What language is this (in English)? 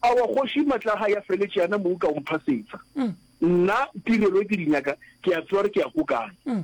Northern Sotho